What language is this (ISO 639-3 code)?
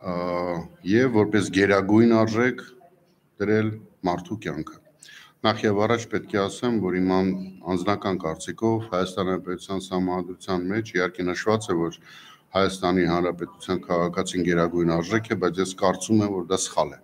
hye